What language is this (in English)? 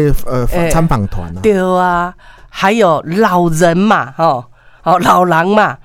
Min Nan Chinese